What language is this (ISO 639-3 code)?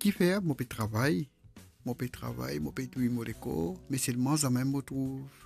mfe